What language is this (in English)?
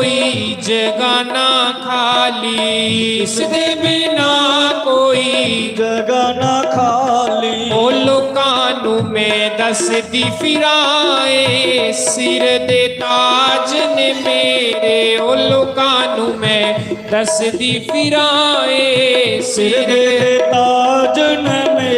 Dogri